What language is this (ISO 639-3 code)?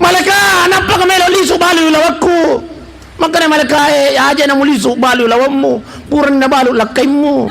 bug